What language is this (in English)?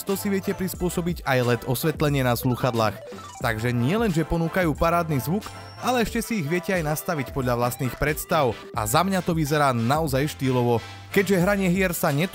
Slovak